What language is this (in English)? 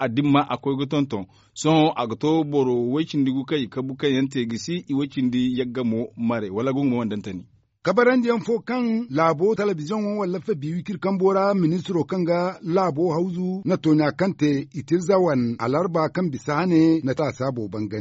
Zarma